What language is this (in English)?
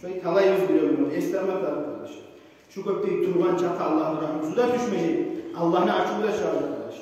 Kumyk